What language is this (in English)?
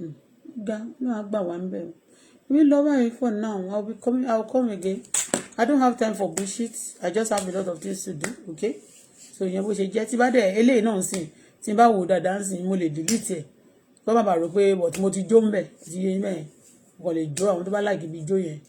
Yoruba